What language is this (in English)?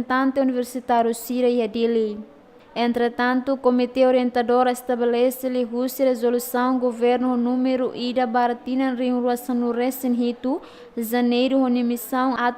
Tetum